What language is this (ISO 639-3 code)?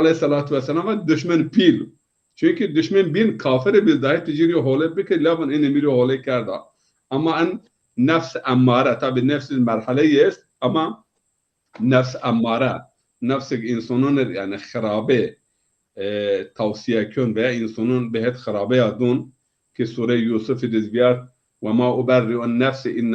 zza